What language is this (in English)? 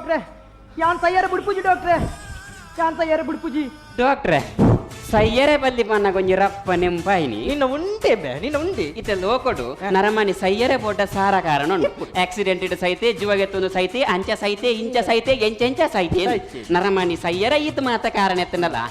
Tulu